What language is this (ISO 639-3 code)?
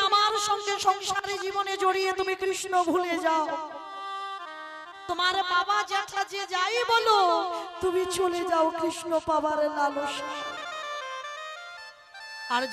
ben